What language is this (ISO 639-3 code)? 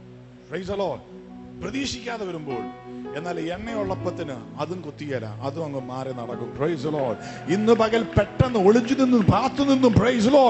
mal